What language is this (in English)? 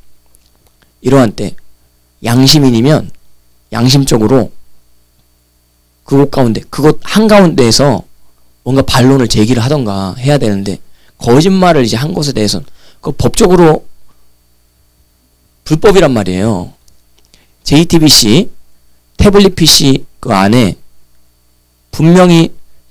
Korean